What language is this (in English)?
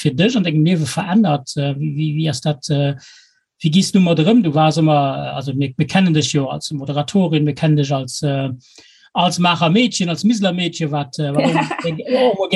Luxembourgish